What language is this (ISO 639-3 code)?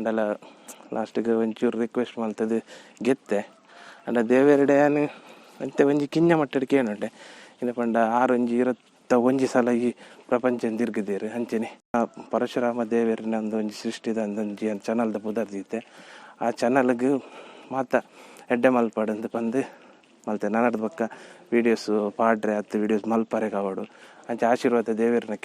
tcy